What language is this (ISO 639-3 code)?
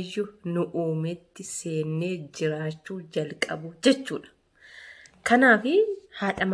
orm